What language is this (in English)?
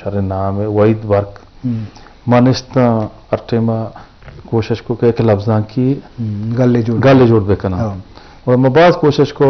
Eastern Balochi